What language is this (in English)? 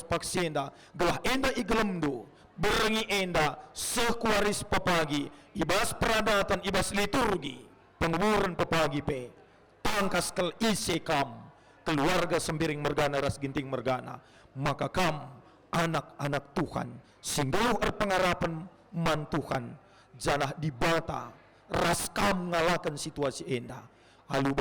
Batak Karo